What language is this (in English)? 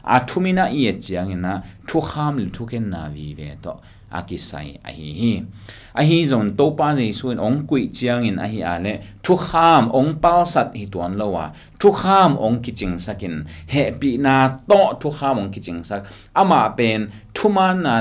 Tedim Chin